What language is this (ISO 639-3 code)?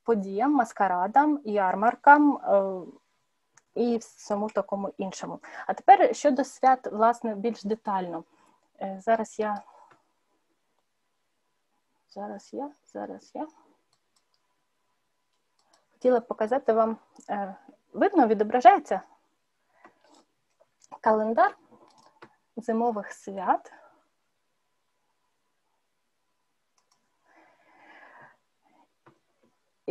ukr